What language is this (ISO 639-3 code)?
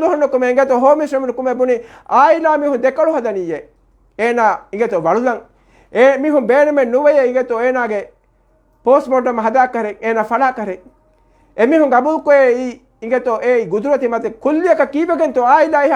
div